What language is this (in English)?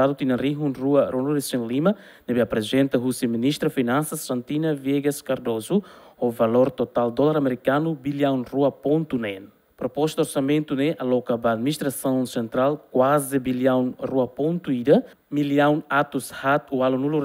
Tetum